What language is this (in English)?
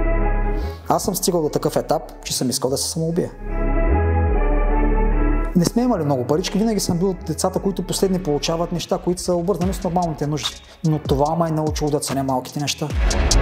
Bulgarian